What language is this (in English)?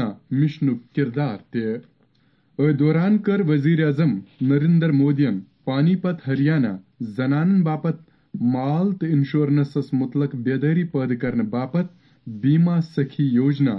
Kashmiri